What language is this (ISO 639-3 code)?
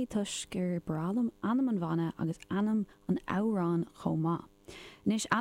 gle